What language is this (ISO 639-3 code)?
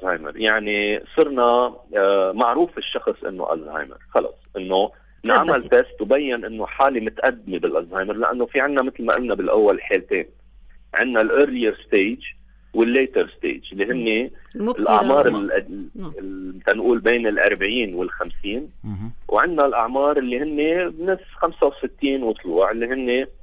apc